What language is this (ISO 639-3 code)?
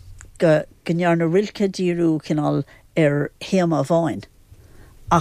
gle